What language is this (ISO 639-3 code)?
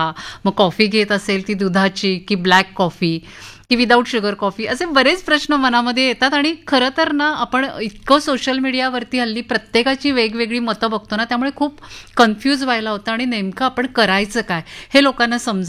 mar